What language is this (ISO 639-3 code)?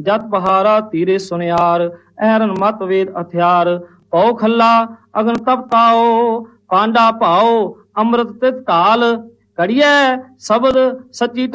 pan